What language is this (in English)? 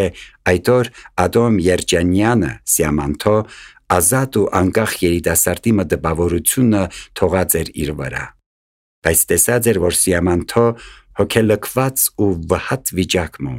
Armenian